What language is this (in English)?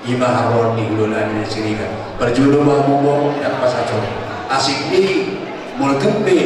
Batak Toba